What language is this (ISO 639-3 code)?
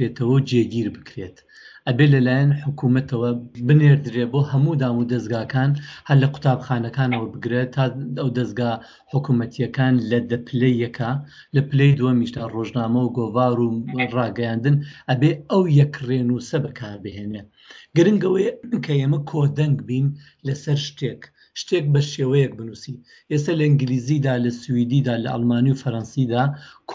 ckb